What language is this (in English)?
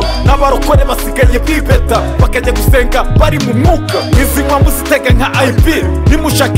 Kinyarwanda